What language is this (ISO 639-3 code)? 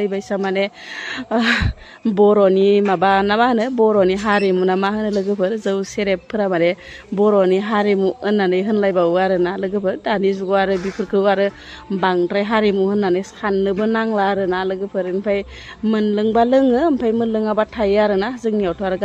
brx